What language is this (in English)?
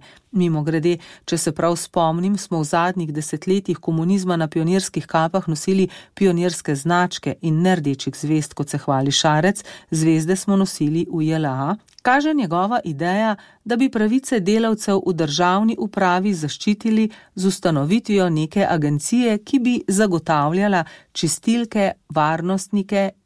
Slovenian